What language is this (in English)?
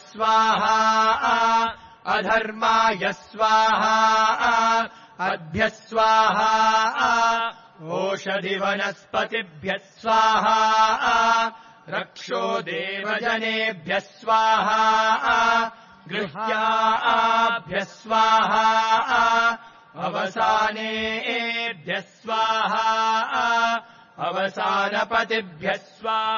Sanskrit